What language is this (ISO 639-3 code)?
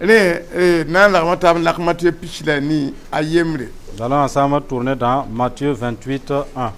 mos